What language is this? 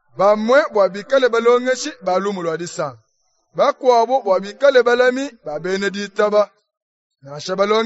Luba-Lulua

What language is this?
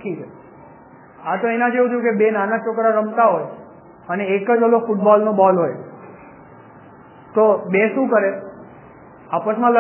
Gujarati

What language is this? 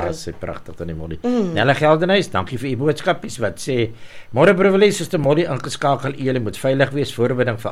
Afrikaans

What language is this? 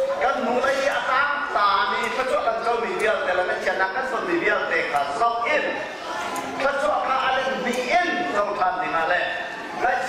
Hakha Chin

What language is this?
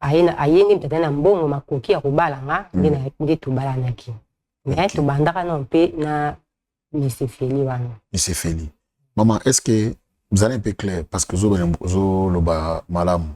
Lingala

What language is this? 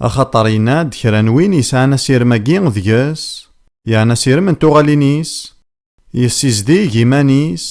Kabyle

